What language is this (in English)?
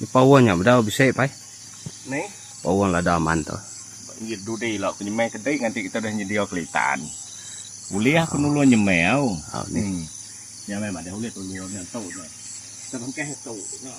Iban